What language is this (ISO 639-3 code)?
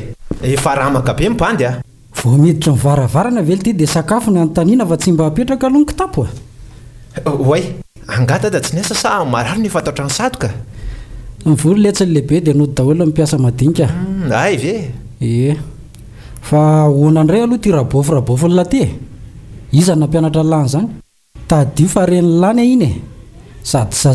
mlg